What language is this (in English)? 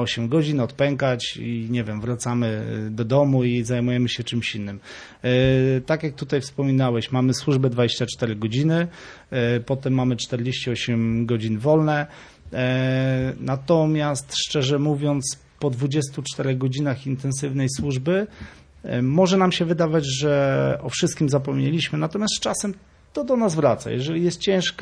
Polish